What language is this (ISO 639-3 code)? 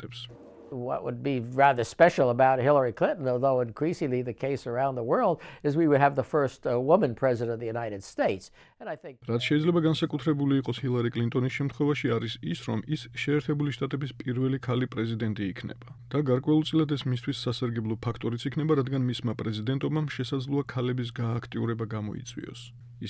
kat